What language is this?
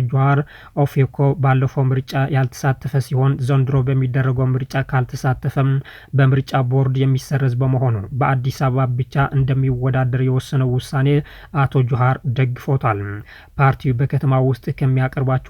Amharic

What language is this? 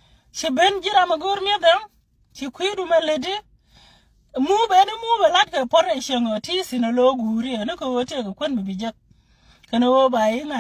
Nuer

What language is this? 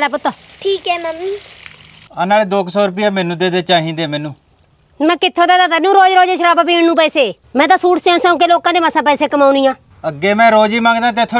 Punjabi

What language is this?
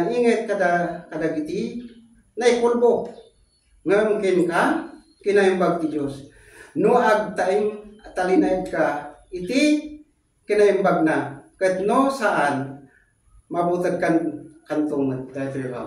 Iloko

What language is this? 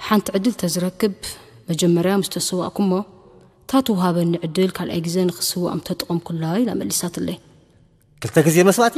Tigrinya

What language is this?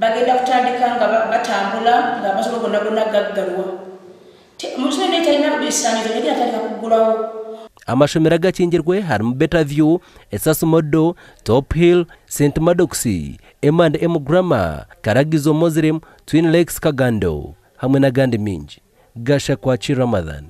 Nyankole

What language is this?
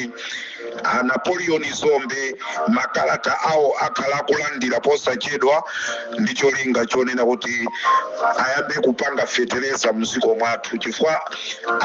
Nyanja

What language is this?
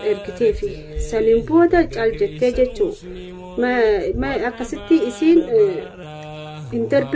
Oromo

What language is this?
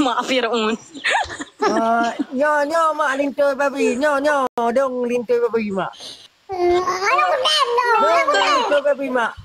Achinese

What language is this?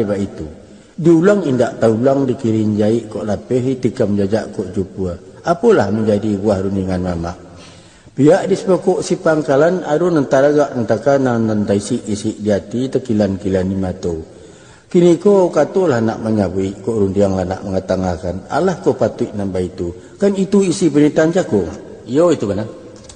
Minangkabau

